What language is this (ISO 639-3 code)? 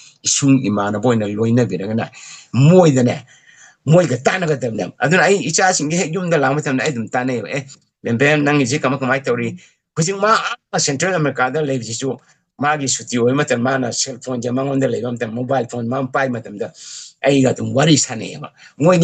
mni